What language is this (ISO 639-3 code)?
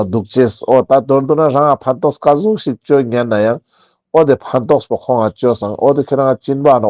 lbj